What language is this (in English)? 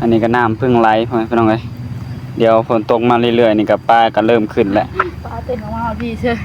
Northeastern Thai